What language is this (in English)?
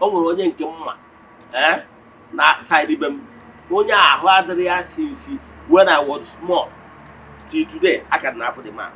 Igbo